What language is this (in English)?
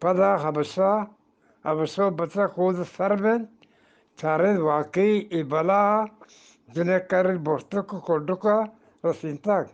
Eastern Balochi